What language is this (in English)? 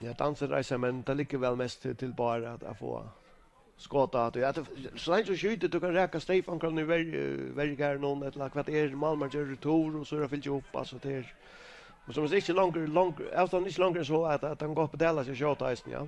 Faroese